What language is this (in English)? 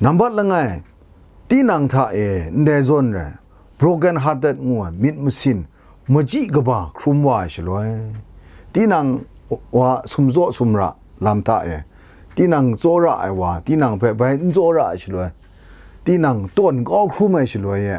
Kachin